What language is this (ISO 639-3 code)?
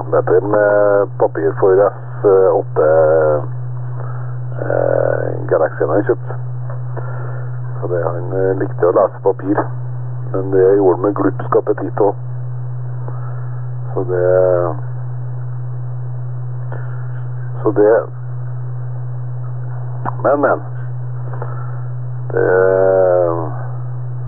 nor